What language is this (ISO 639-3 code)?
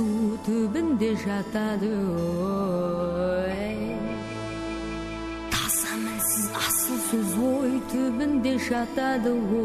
kaz